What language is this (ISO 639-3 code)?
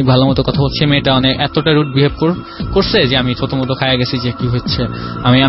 ben